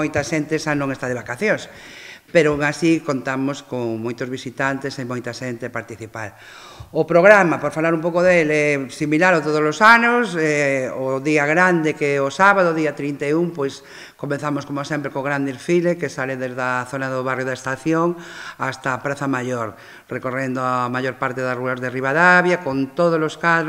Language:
Galician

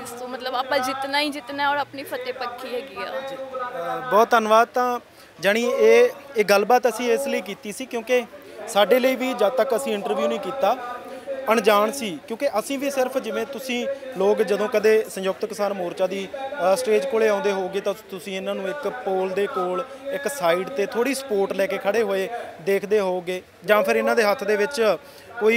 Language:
Punjabi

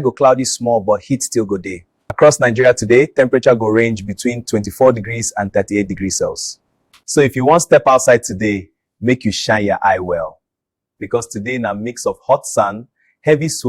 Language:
Nigerian Pidgin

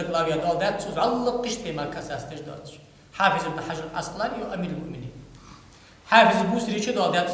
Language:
Ingush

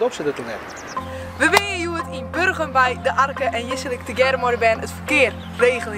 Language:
Western Frisian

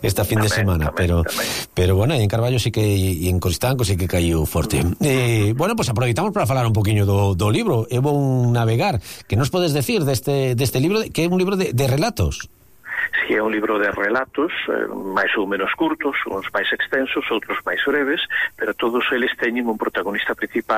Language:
Galician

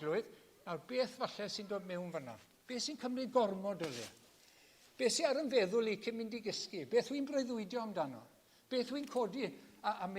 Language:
Welsh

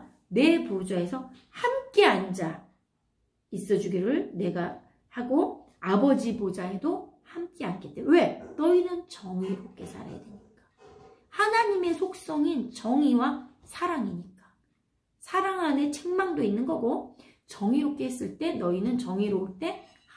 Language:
Korean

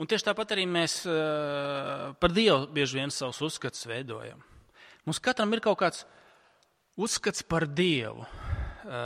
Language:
Latvian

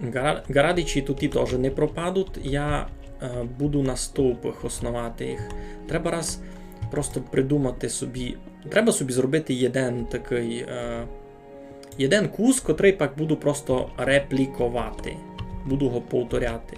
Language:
Rusyn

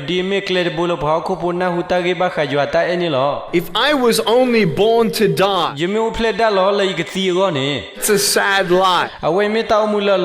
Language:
S'gaw Karen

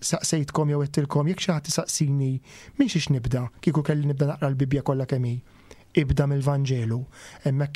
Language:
Maltese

